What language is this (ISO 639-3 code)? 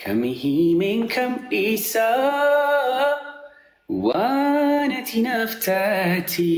orm